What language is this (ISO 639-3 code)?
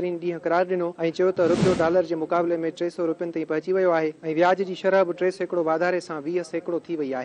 snd